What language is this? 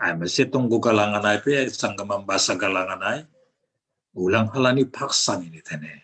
Batak Simalungun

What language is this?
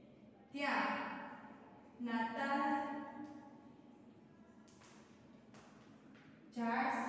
Gujarati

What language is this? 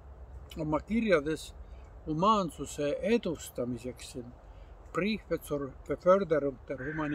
Estonian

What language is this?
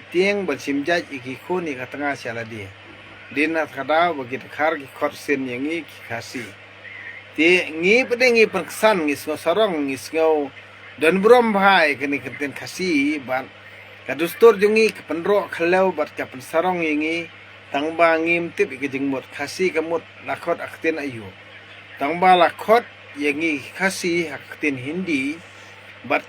Khasi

